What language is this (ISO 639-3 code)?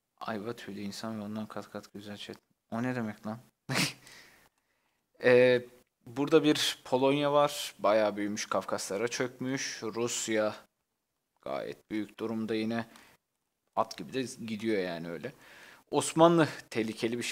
tur